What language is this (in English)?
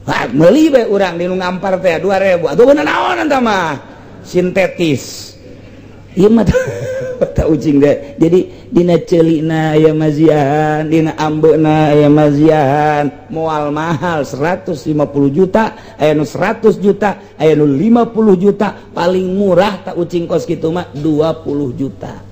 Sundanese